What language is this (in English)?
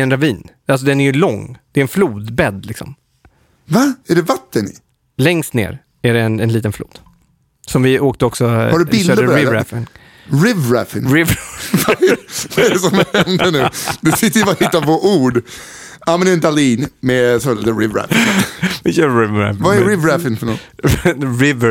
Swedish